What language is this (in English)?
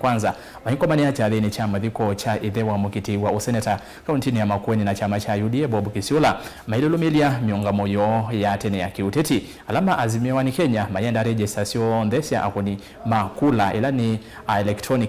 Kamba